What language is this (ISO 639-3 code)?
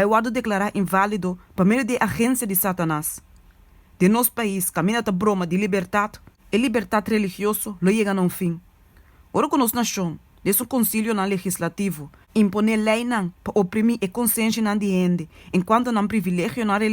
pap